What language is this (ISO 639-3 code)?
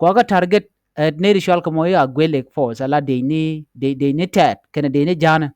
nus